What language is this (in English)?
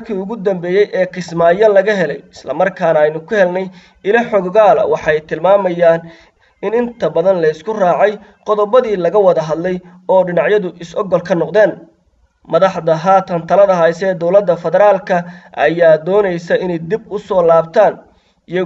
Somali